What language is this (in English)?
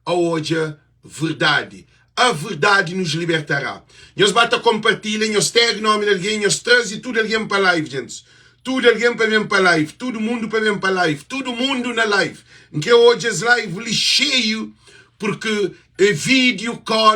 Kabuverdianu